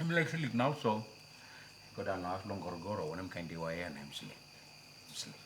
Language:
Tok Pisin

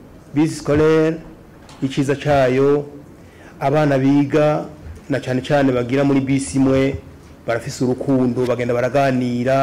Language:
Rundi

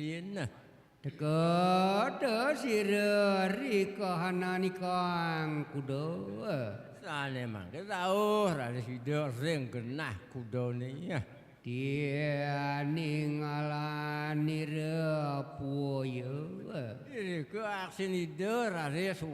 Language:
Balinese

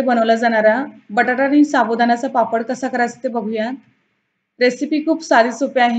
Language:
Marathi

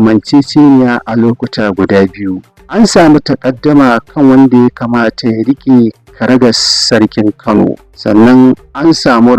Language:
Hausa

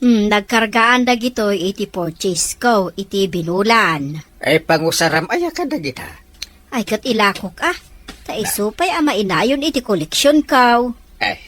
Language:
Iloko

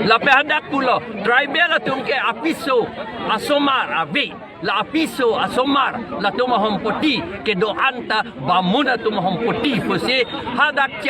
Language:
Karbi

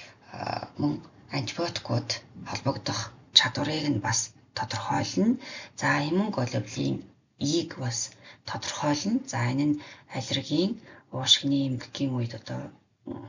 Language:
Mongolian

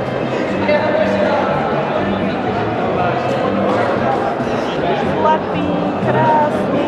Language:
Slovak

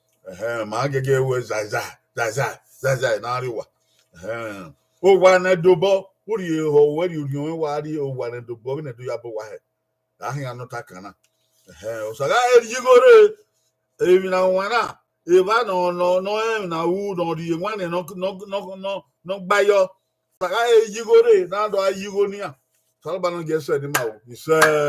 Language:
Bini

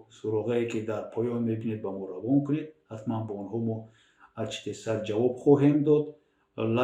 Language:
Tajik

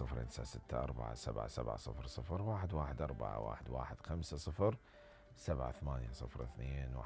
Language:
Mesopotamian Arabic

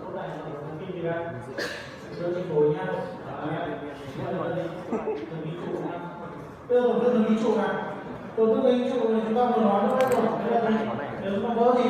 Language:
Vietnamese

